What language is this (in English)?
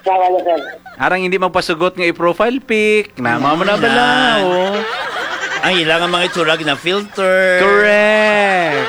Hiligaynon